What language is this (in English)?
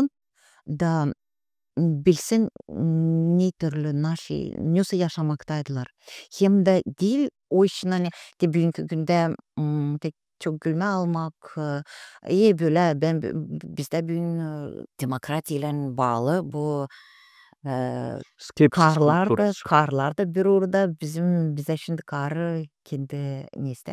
Gagauz